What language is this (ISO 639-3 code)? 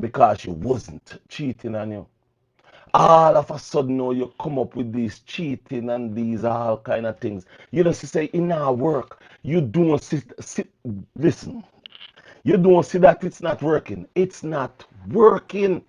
jam